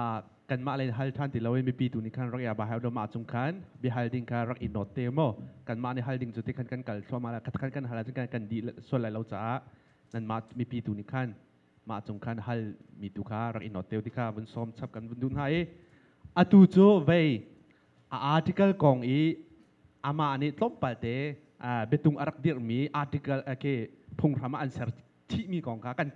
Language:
Hakha Chin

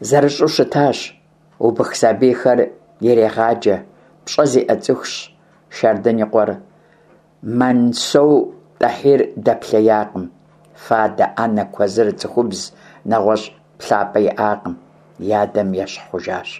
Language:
Kabardian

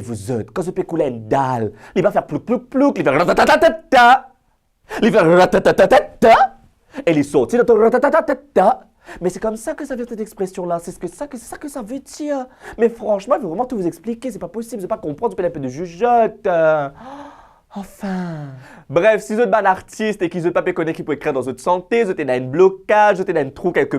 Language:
Morisyen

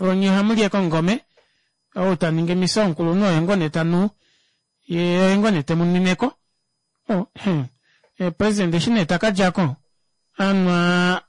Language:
Kuanyama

